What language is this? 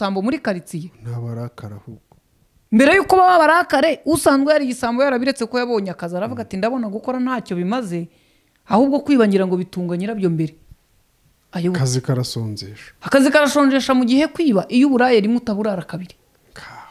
Kinyarwanda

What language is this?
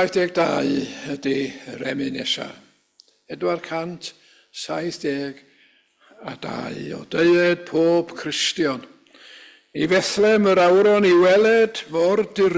Welsh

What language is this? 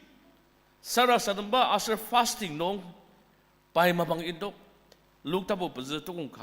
Ao Naga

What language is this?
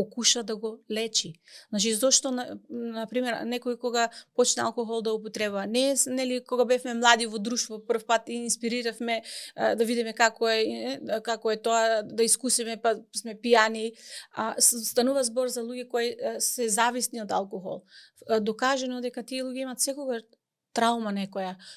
Macedonian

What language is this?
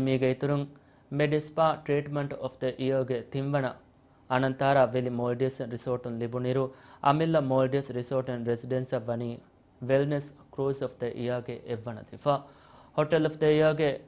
Divehi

